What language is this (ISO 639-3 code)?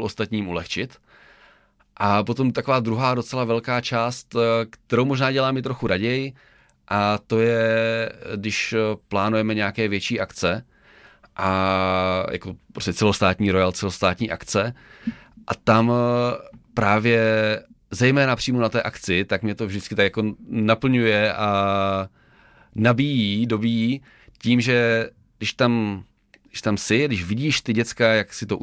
ces